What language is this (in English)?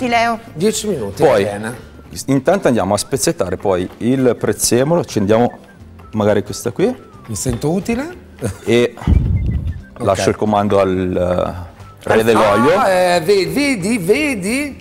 Italian